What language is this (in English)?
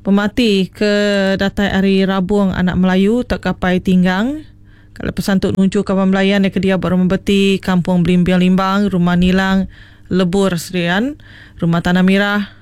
Iban